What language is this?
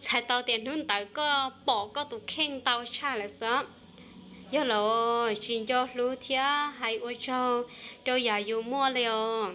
Hmong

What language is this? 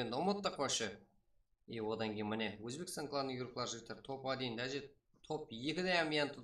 Kara-Kalpak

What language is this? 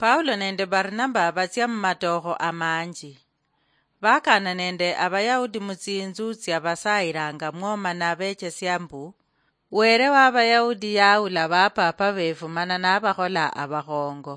Luyia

